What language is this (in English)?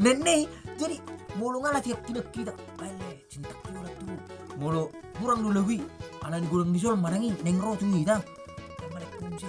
Batak Toba